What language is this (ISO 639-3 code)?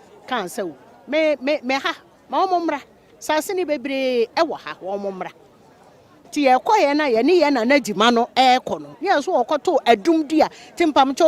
aka